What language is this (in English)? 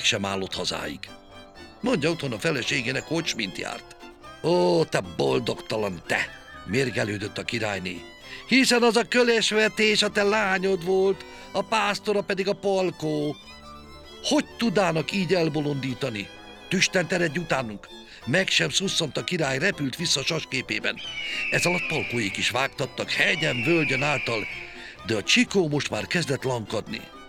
Hungarian